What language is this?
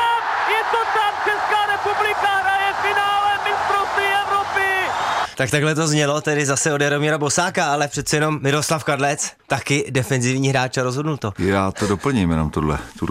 Czech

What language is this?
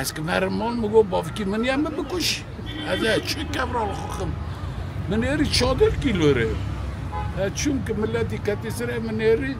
Kurdish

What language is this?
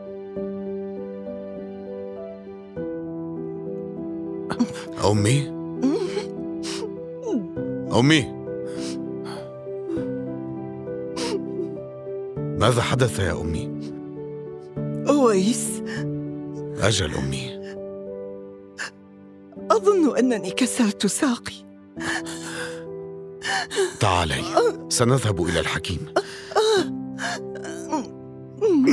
Arabic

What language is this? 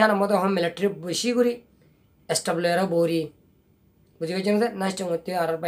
Rohingya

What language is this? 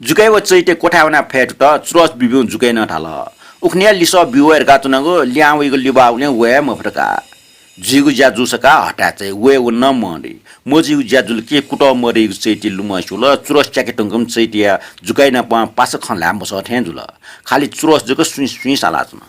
Newari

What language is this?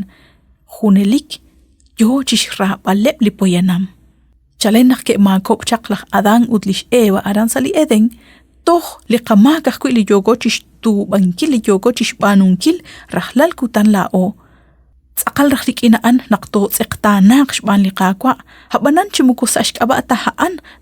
Kekchí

